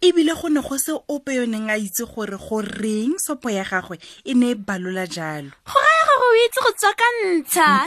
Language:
Tswana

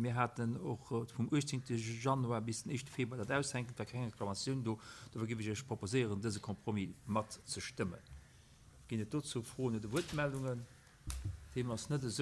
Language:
Luxembourgish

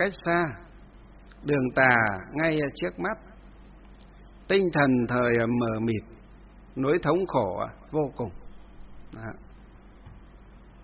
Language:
Vietnamese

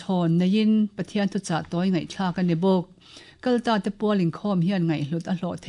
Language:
Mizo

